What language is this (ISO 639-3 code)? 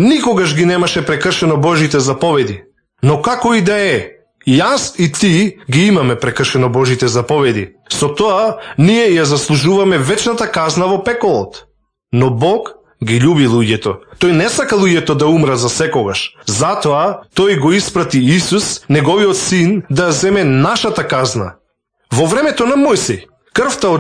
mkd